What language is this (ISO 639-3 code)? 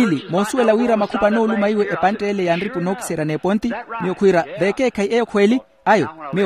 vmw